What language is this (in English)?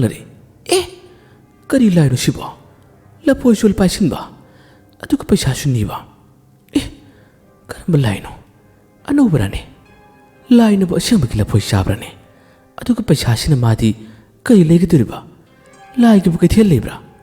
Manipuri